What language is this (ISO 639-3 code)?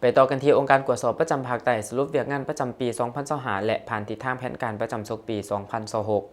lao